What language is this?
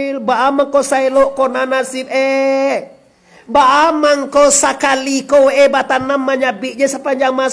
Minangkabau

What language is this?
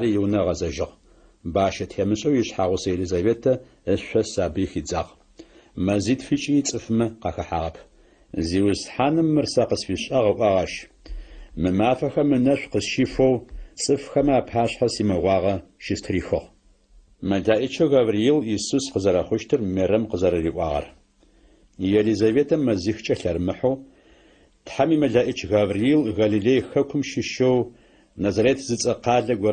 Adyghe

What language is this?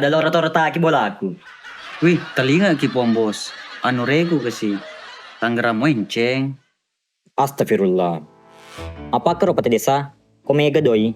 Buginese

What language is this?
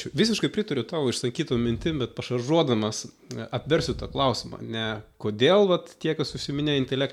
Lithuanian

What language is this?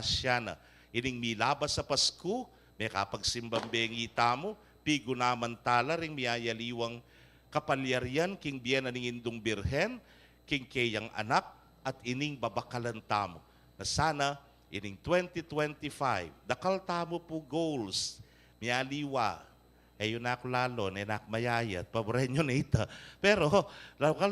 Pampanga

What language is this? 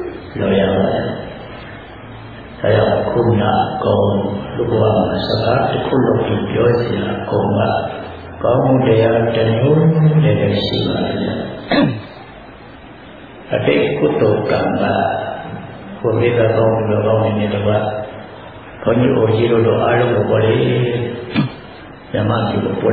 Burmese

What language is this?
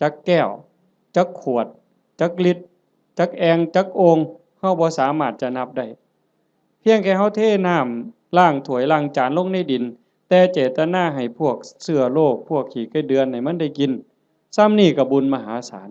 Northeastern Thai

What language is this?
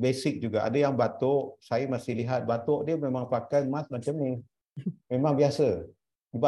Malay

